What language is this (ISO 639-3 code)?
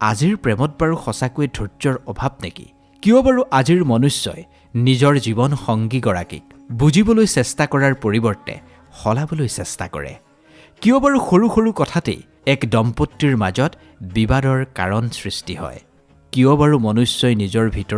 asm